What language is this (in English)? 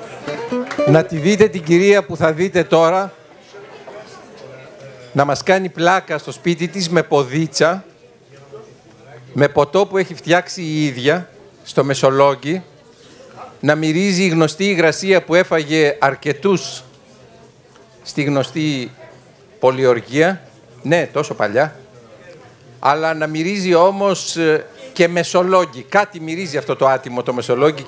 Greek